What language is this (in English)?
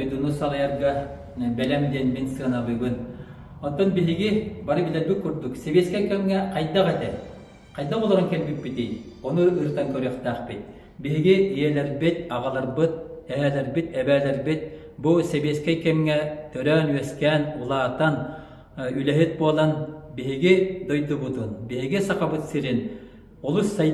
Yakut